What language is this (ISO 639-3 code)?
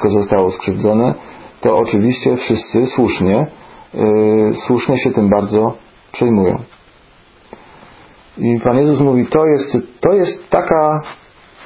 pol